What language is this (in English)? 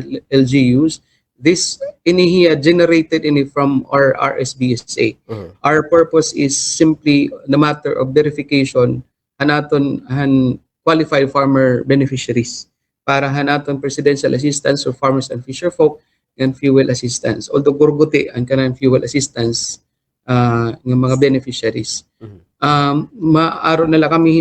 Waray